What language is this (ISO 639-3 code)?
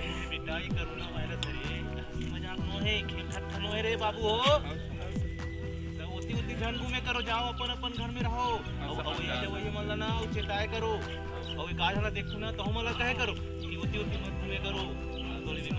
hne